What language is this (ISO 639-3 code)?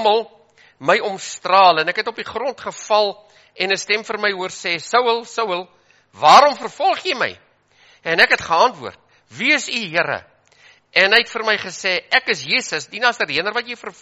afr